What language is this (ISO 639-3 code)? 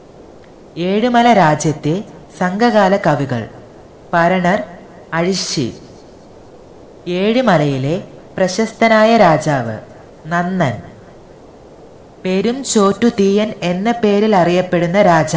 mal